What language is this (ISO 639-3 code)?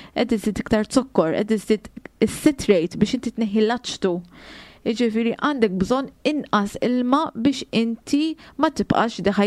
mlt